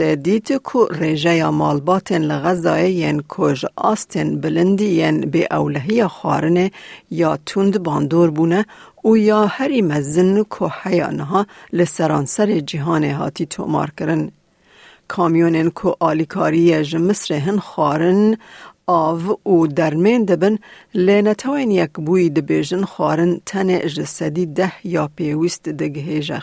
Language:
Kurdish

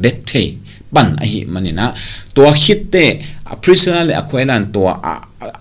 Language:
Tedim Chin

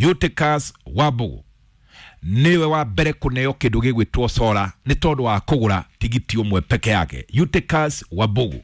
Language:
Kikuyu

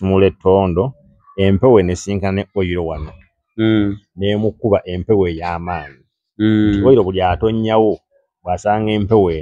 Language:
Ganda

